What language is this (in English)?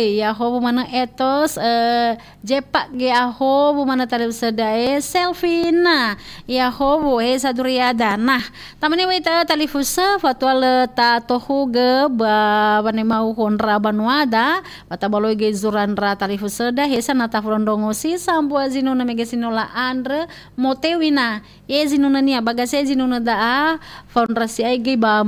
Nias